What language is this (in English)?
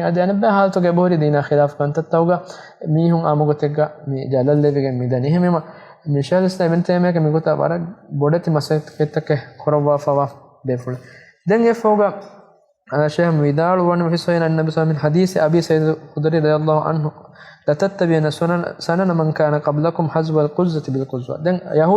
Divehi